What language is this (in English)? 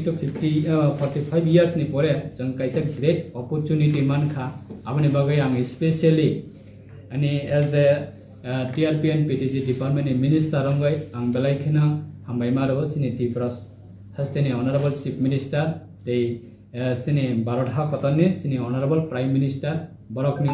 Riang (India)